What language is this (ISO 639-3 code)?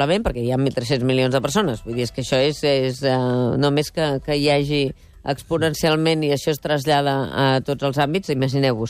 cat